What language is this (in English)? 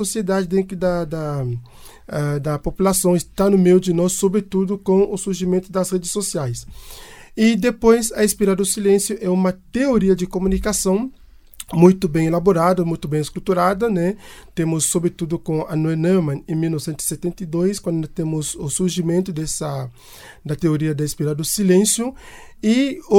Portuguese